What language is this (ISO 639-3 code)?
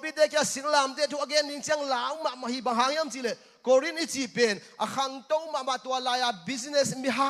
ctd